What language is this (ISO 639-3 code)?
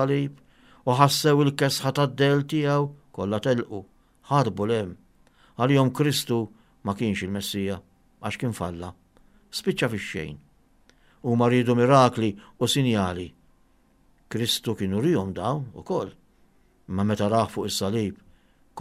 mlt